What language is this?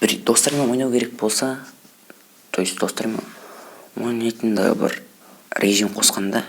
Kazakh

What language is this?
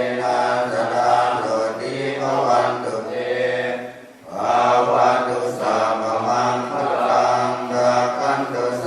Pali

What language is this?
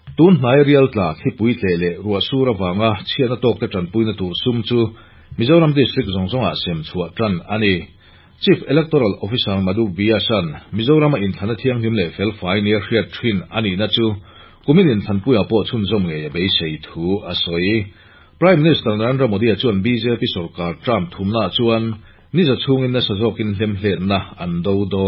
Mizo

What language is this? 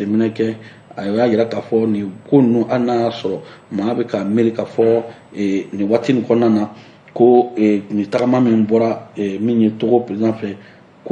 Bambara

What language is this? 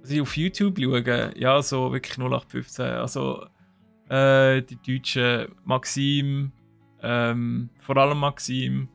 Swiss German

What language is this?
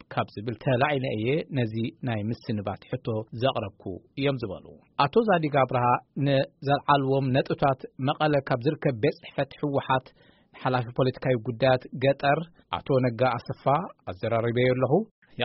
Tigrinya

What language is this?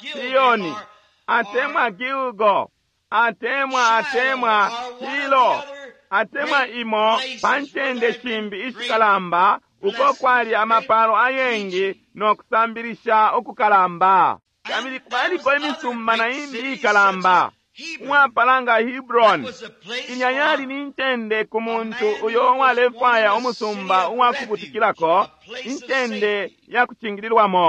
Bemba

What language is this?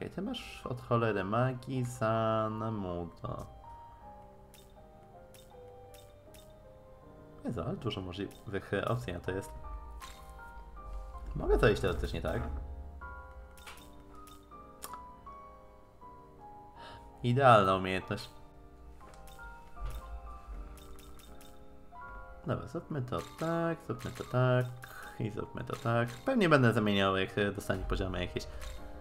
Polish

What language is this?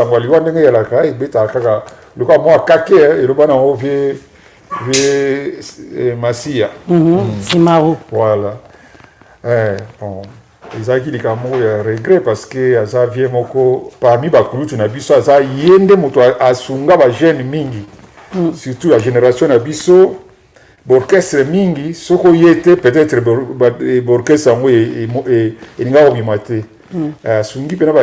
Lingala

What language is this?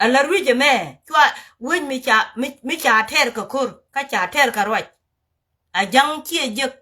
Nuer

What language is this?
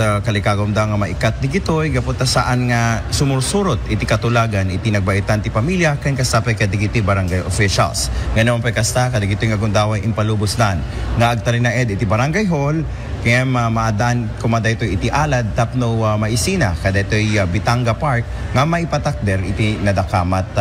Iloko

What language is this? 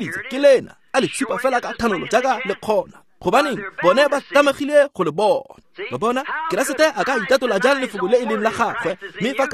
Tswana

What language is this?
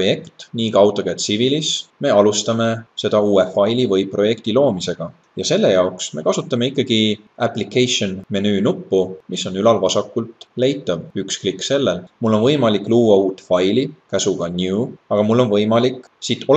Estonian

